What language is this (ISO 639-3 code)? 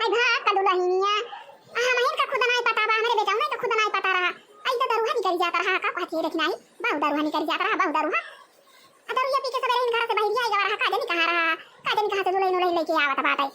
awa